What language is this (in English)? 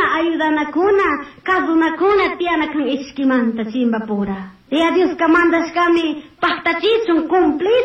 Chimborazo Highland Quichua